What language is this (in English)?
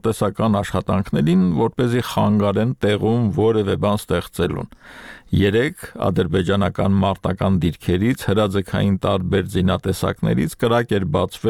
Armenian